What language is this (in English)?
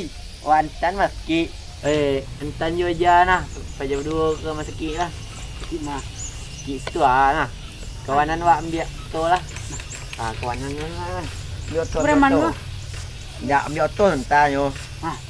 Minangkabau